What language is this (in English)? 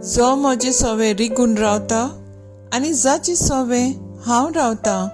Konkani